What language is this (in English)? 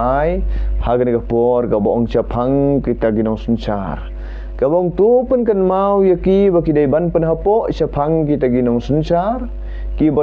Khasi